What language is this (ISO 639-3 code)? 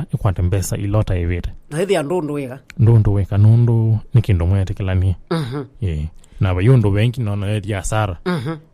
kam